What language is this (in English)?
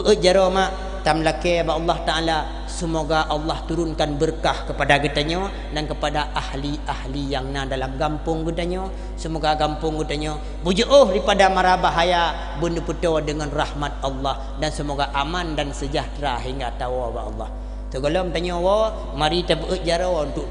Achinese